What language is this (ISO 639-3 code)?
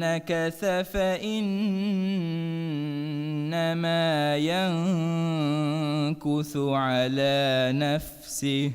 div